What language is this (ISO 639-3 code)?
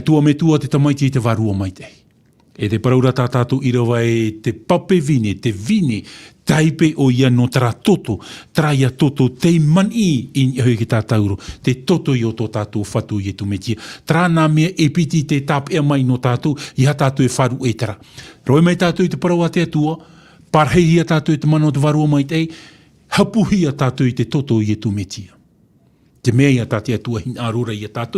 tah